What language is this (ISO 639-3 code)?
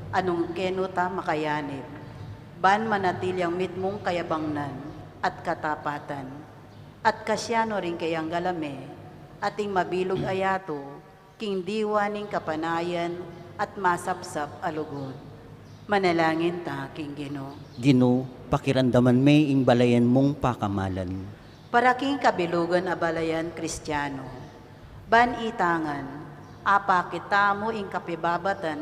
pam